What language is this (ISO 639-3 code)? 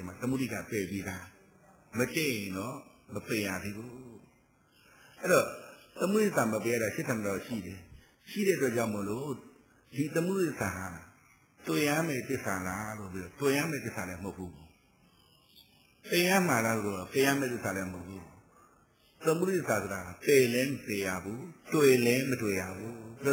mya